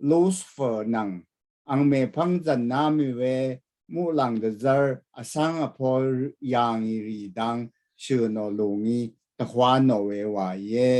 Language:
Rawang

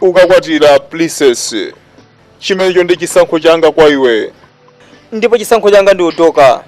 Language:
Nyanja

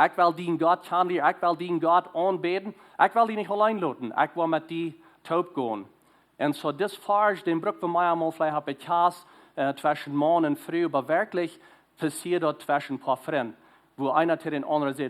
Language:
Plautdietsch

